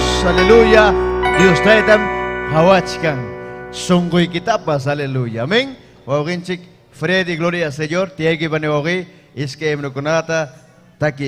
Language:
Ayacucho Quechua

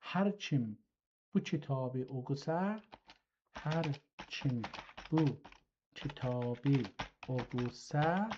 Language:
South Azerbaijani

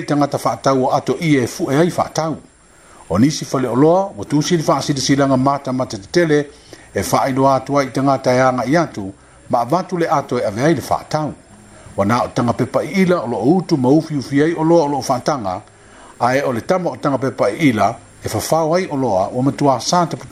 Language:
Samoan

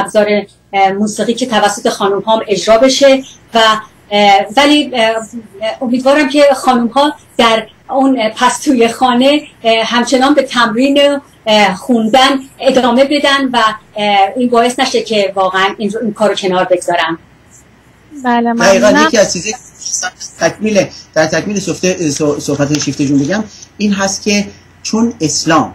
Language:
Persian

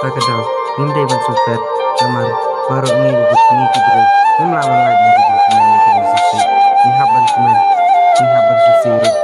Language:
Khasi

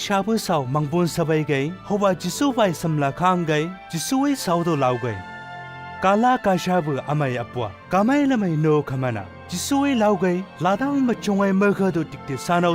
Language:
Chang Naga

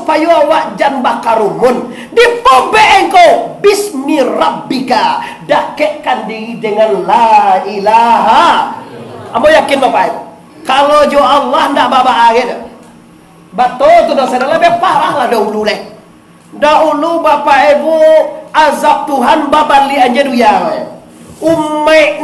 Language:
Minangkabau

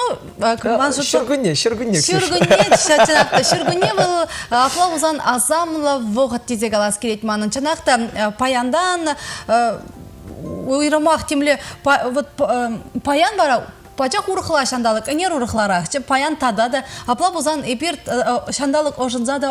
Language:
Chuvash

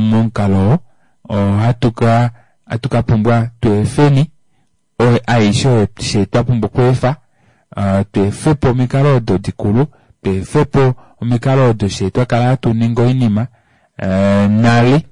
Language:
Kuanyama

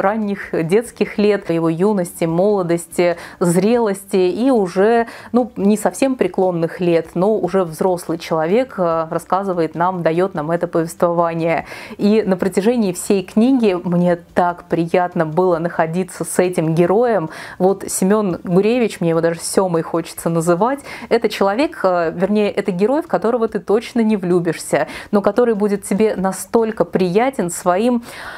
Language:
Russian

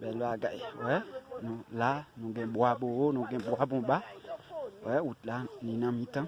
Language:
Haitian Creole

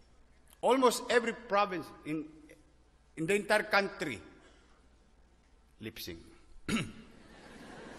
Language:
Filipino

